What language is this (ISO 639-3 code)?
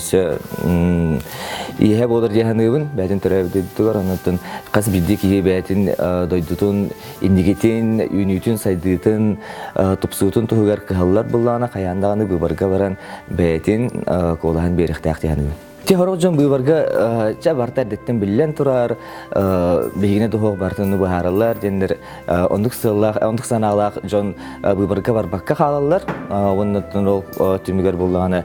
sah